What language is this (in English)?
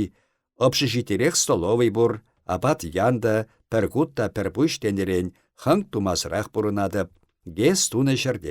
Chuvash